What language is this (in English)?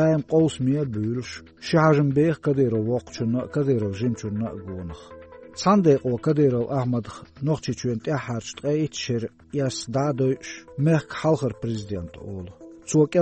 Chechen